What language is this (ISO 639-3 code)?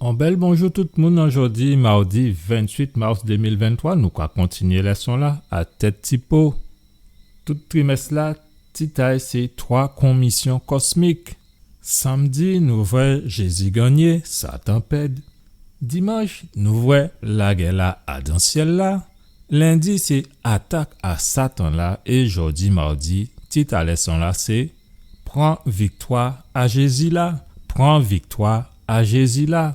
gcf